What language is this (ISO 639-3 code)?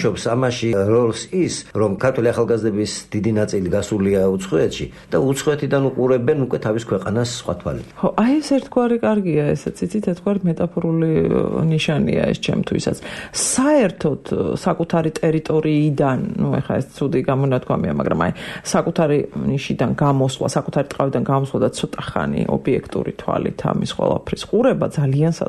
kat